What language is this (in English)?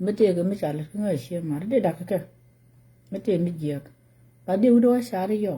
Nuer